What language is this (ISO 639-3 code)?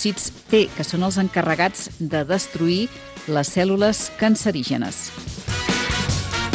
cat